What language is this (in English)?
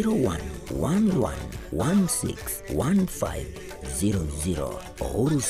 Gusii